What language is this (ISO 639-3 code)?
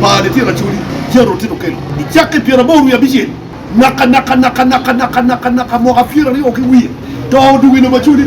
ach